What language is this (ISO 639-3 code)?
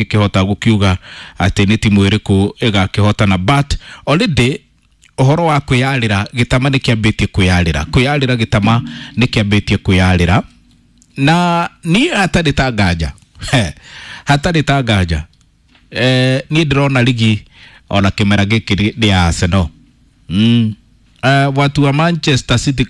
kik